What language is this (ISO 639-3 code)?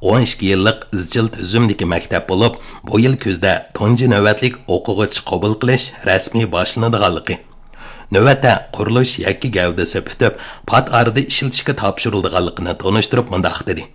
uig